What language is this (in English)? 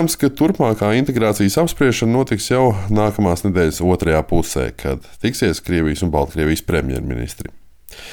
Latvian